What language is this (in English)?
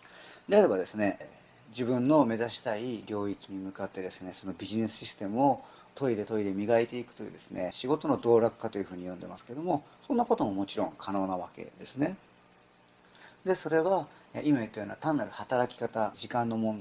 Japanese